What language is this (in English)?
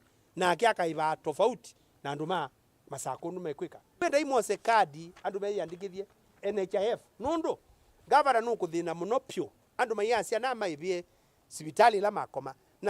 Kamba